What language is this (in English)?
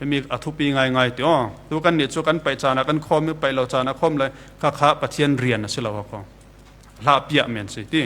Falam Chin